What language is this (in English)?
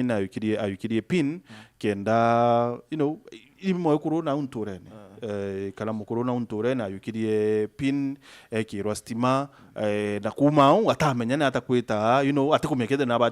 Meru